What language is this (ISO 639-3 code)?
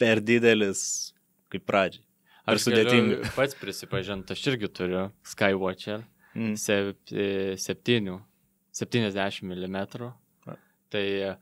lit